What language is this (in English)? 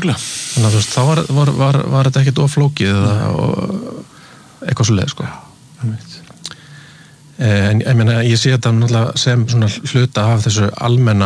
Icelandic